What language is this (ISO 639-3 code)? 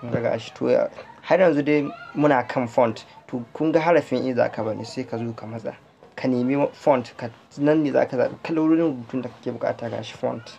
hau